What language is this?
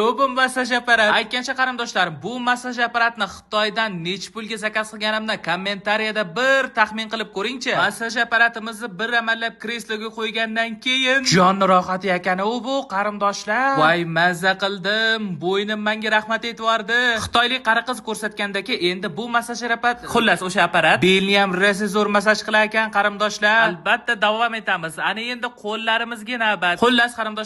Uzbek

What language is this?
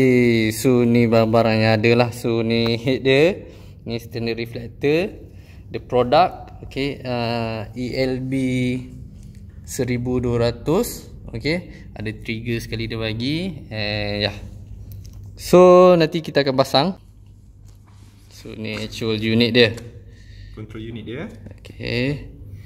Malay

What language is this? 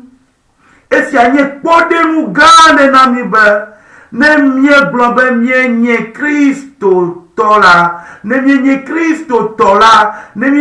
Ewe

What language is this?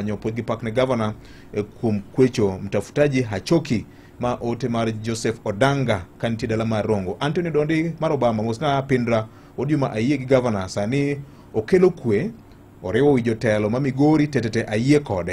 Luo (Kenya and Tanzania)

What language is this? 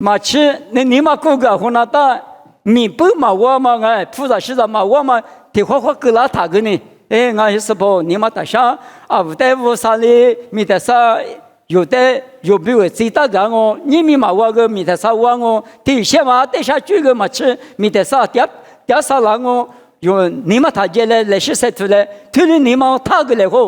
Lisu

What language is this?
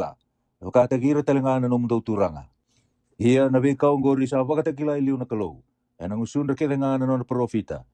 Fijian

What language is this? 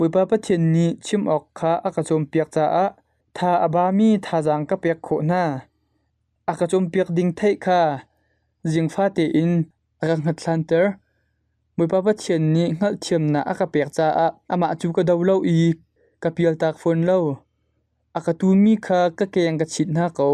Hakha Chin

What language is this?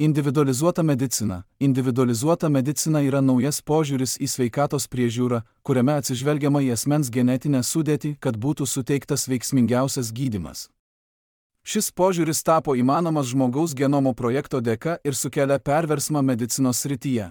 Lithuanian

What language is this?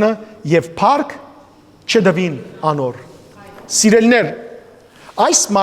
Western Armenian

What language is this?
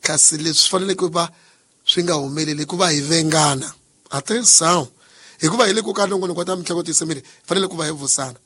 Tsonga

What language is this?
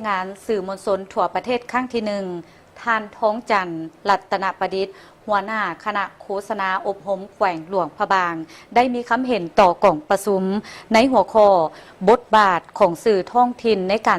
Lao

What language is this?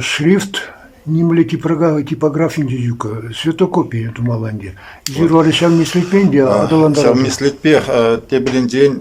Chuvash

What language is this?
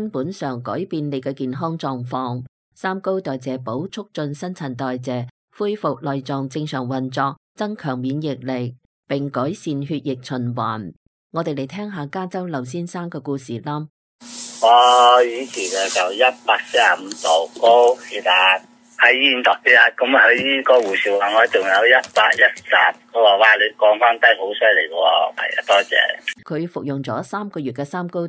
Cantonese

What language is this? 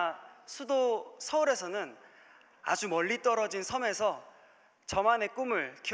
Korean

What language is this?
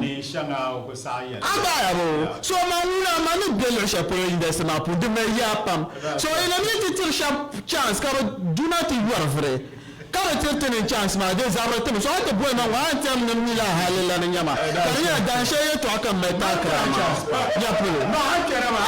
Dagbani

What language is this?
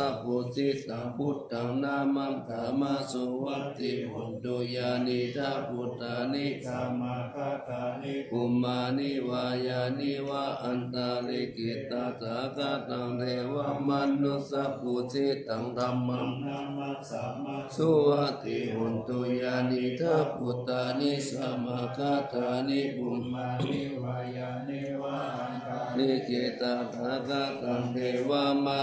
Pali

